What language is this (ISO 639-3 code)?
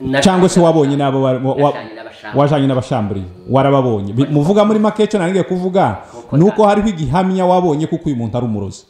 kin